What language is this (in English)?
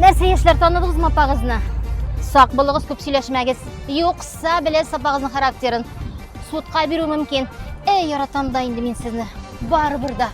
Tatar